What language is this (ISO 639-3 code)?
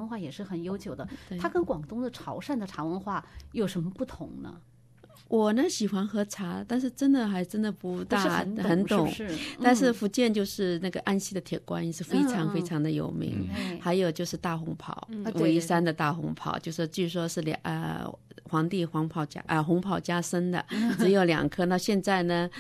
zho